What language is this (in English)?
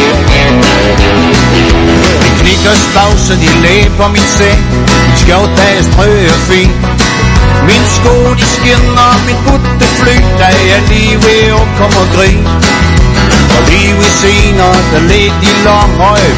Danish